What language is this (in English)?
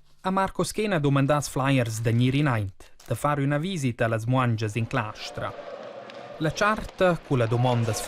Romansh